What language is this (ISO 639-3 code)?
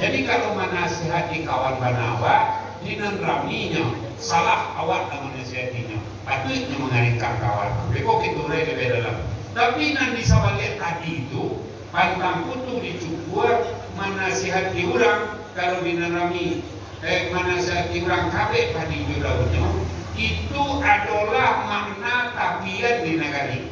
min